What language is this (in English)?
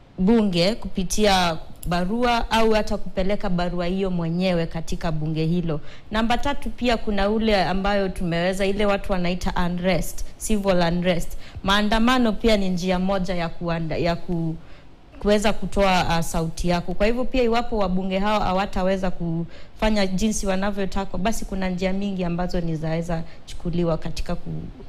Swahili